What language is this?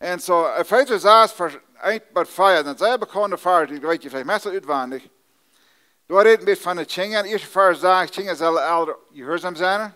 Plautdietsch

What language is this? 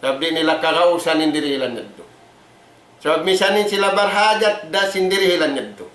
Tausug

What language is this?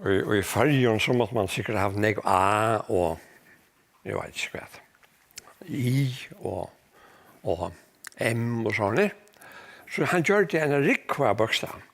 Faroese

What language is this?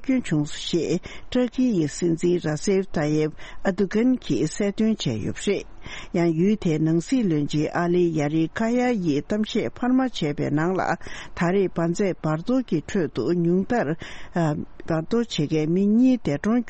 Tibetan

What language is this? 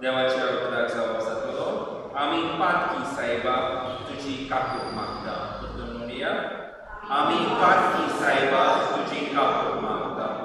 Konkani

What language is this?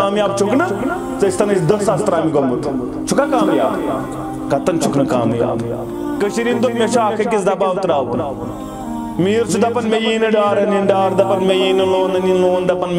Kashmiri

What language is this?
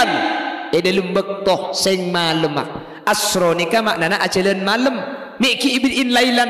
Madurese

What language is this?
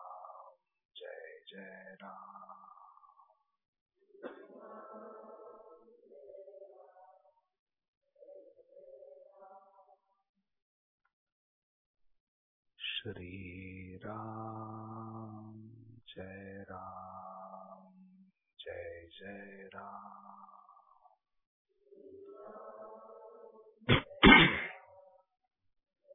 Marathi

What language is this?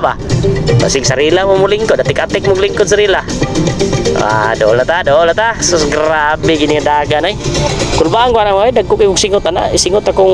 Cebuano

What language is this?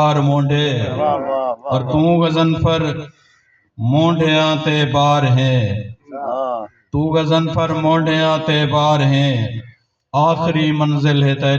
Saraiki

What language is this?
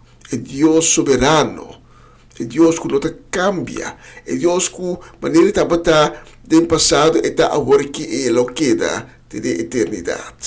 Papiamento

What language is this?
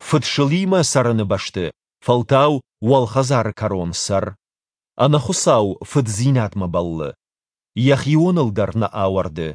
Ossetic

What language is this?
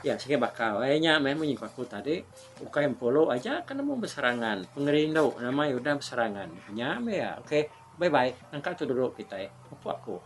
Iban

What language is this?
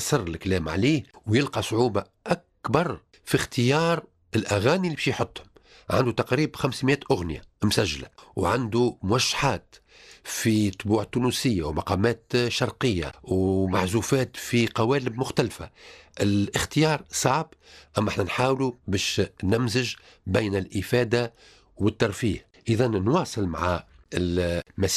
Tunisian Arabic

